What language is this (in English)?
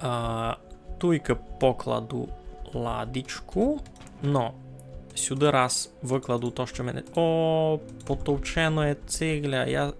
Rusyn